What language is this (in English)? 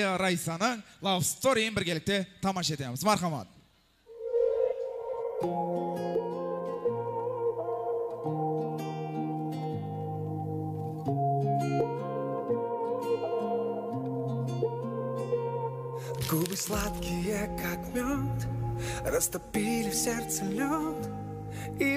Kazakh